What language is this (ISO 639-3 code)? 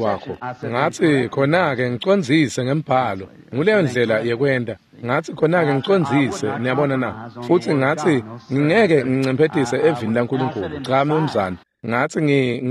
ssw